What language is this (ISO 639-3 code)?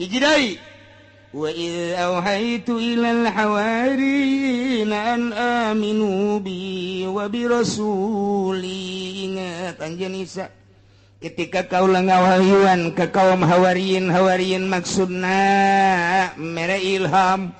sun